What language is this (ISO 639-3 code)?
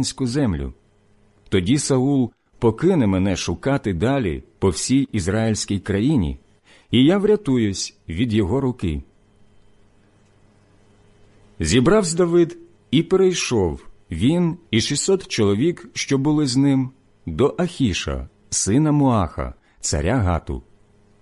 ukr